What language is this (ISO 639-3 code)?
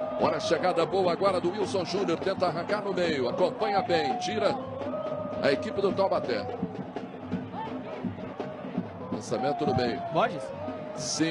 por